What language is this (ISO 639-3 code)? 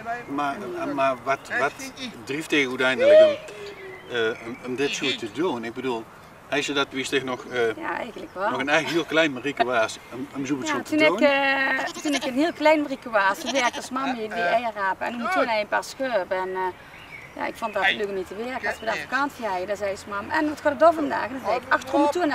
lim